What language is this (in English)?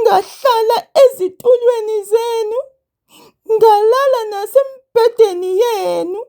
Zulu